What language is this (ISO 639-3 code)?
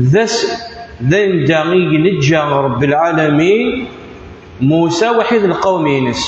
kab